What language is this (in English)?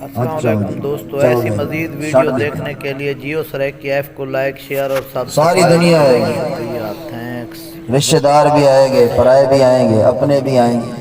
Saraiki